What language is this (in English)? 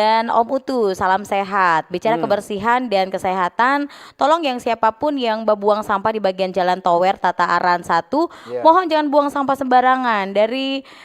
Manado Malay